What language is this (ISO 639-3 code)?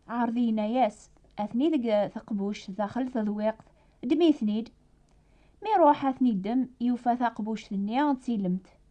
kab